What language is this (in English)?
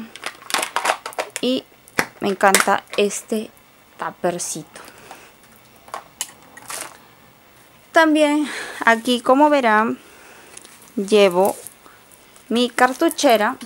Spanish